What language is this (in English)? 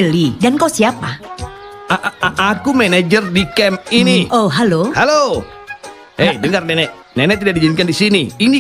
Indonesian